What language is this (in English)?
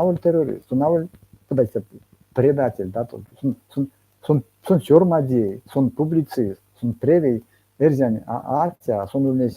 Erzya